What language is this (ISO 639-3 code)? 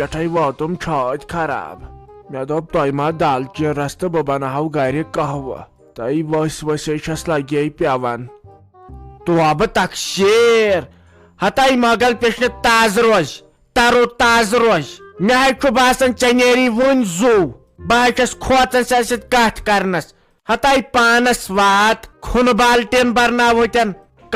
kas